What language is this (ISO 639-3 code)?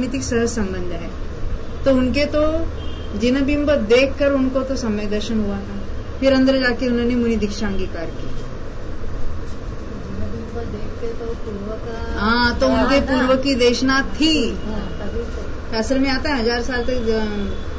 hin